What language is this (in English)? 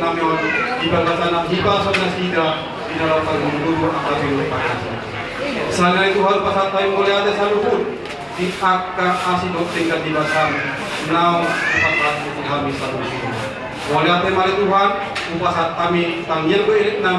Batak Toba